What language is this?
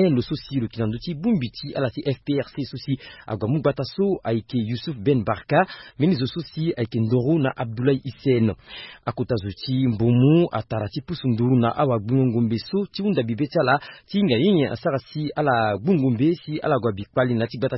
Sango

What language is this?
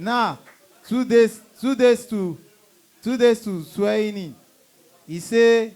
Nigerian Pidgin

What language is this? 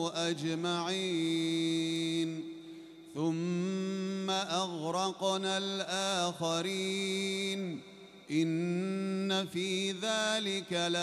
Arabic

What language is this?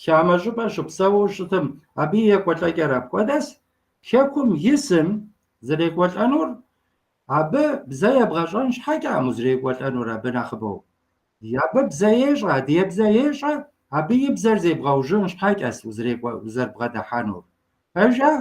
Kabardian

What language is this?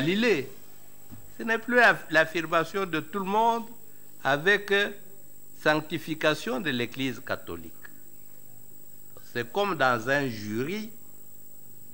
French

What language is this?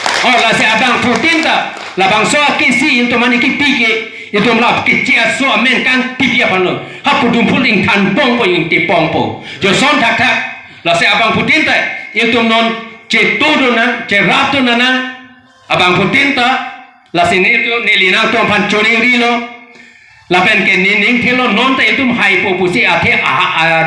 Karbi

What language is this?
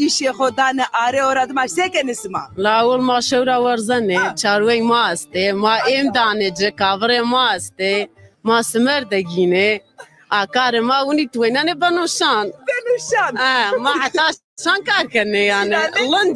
Zaza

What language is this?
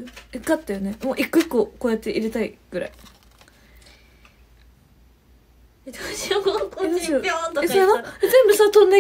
Japanese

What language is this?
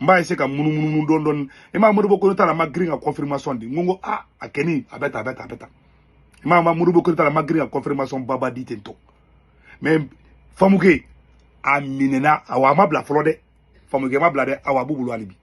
Bambara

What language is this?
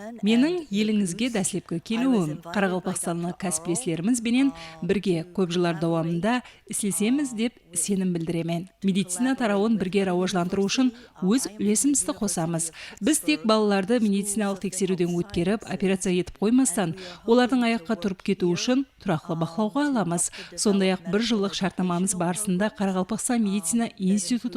Kara-Kalpak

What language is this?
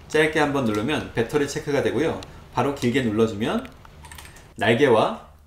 Korean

